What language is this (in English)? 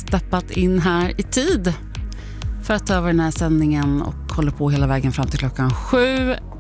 Swedish